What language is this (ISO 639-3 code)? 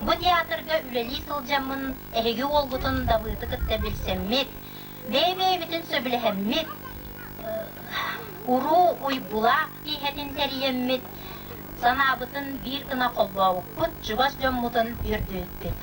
sah